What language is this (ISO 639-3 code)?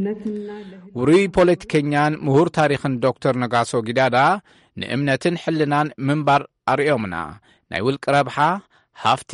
tir